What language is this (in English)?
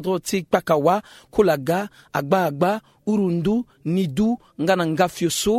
Sango